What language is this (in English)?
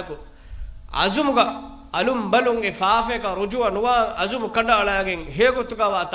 Divehi